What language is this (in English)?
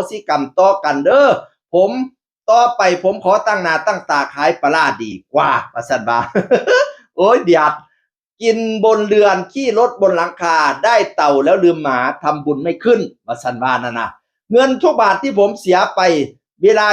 Northeastern Thai